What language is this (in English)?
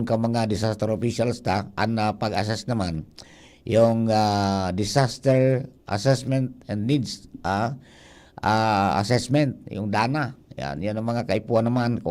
Bikol